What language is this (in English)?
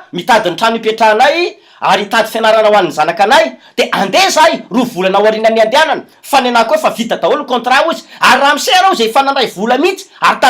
Malagasy